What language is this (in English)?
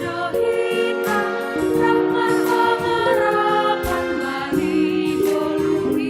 Batak Simalungun